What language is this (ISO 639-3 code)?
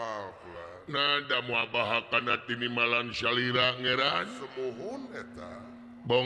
sun